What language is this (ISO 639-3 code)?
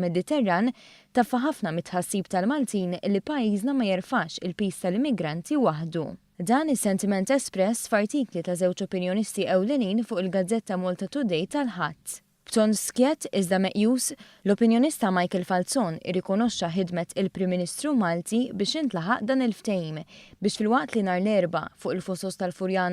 mlt